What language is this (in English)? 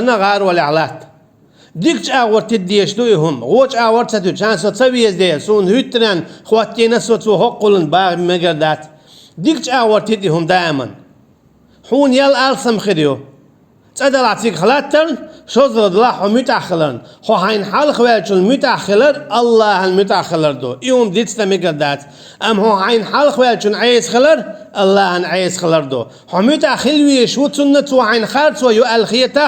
Chechen